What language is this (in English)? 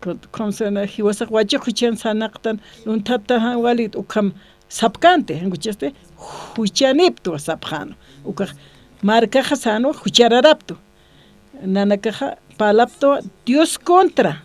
Aymara